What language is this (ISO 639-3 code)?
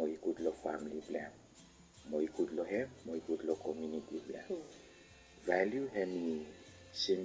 bis